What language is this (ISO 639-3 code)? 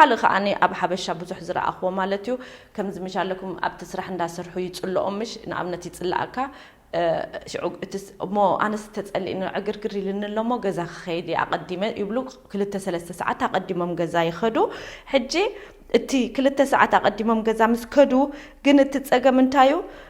tir